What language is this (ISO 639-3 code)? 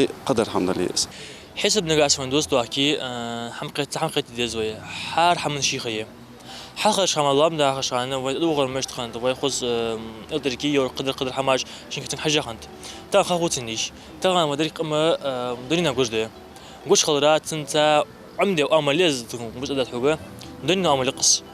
inh